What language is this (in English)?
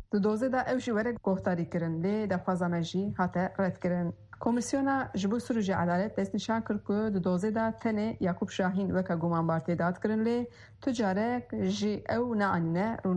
Kurdish